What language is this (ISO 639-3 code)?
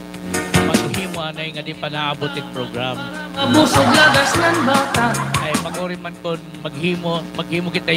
war